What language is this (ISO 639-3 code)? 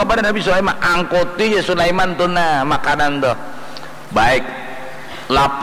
bjn